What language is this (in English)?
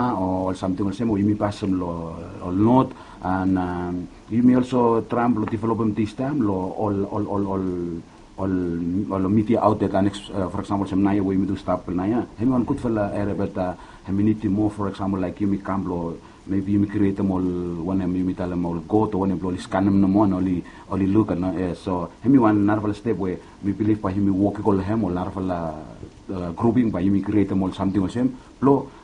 Bislama